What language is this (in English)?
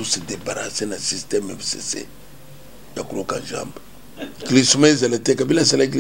Lingala